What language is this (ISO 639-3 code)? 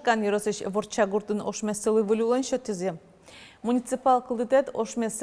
udm